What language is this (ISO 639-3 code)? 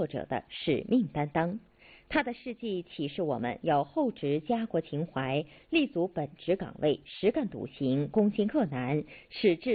zho